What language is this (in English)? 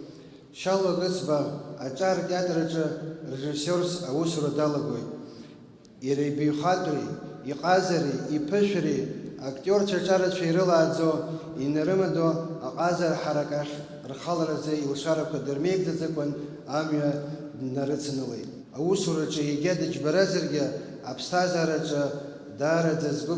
Abkhazian